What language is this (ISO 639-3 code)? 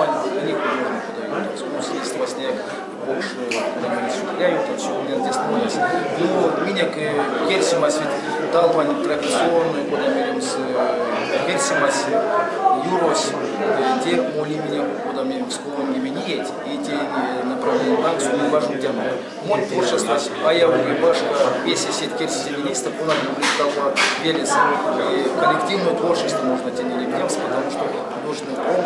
myv